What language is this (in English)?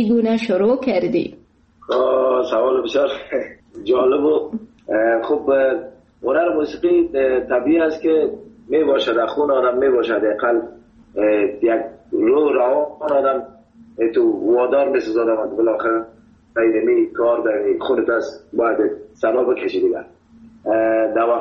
Persian